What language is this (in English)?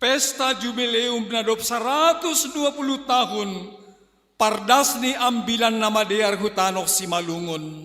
Batak Simalungun